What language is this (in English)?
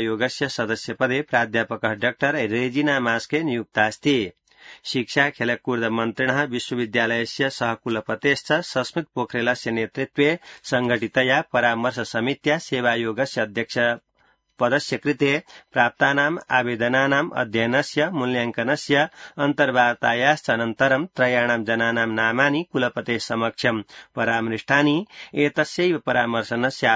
Sanskrit